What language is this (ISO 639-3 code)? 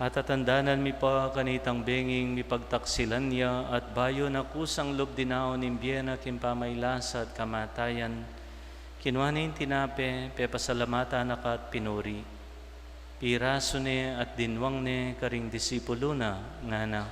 pam